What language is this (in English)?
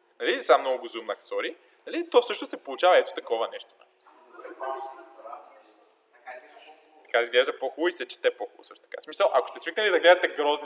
Bulgarian